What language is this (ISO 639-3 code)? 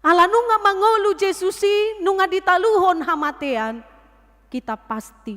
bbc